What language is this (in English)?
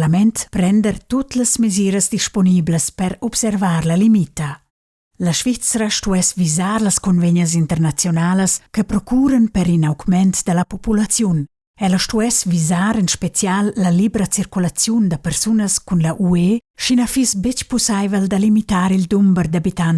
Romansh